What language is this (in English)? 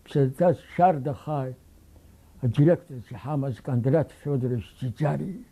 Abkhazian